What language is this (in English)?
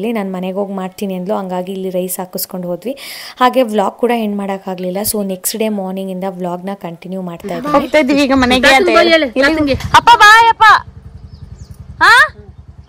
Kannada